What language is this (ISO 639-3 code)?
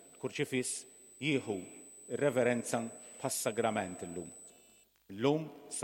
mlt